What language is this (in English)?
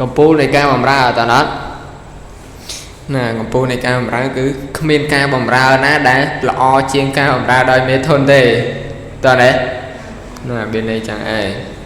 Khmer